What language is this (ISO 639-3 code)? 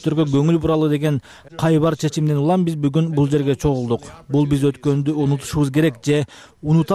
kir